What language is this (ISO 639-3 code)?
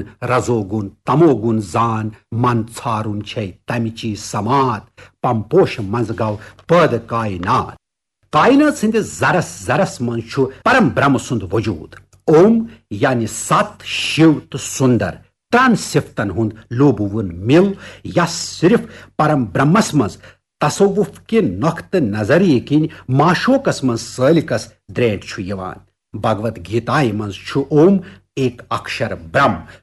kas